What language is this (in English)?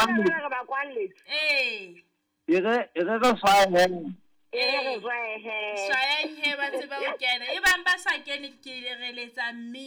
Southern Sotho